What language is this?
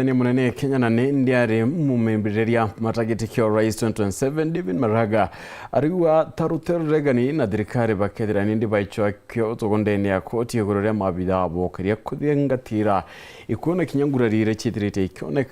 Meru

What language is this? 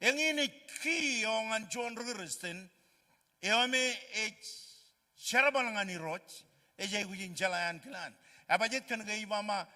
Marshallese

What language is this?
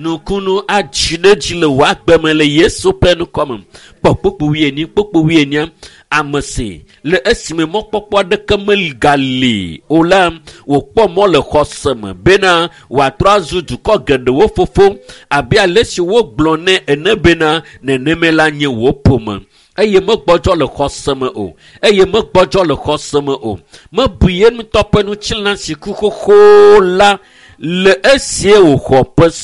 Ewe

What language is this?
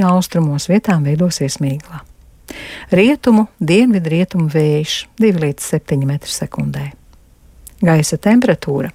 Latvian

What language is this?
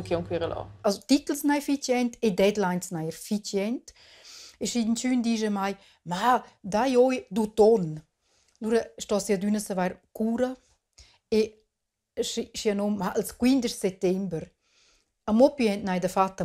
Romansh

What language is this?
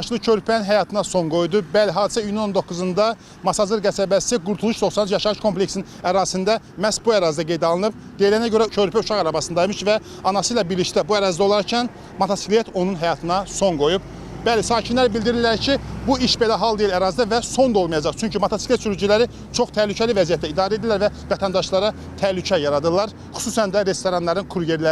Azerbaijani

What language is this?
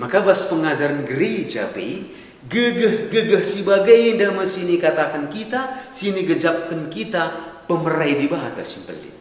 Batak Karo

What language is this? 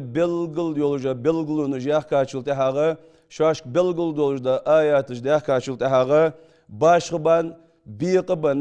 Ingush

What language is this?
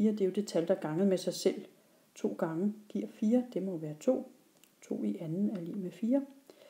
Danish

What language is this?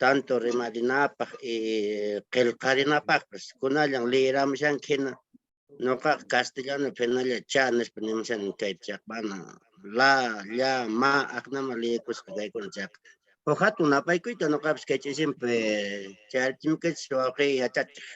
Quechua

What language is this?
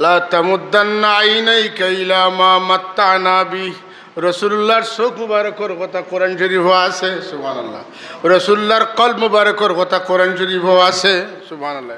Sylheti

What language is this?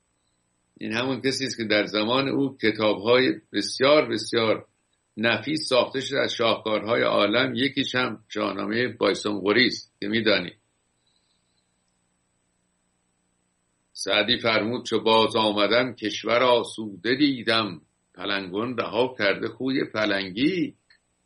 Persian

